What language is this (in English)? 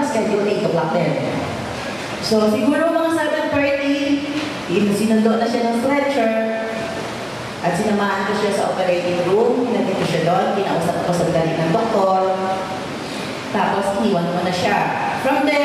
Filipino